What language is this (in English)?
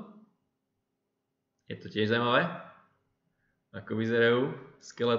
Slovak